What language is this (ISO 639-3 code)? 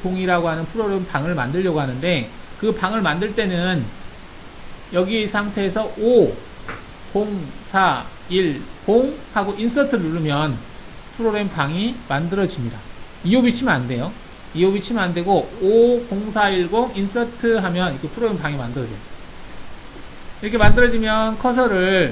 kor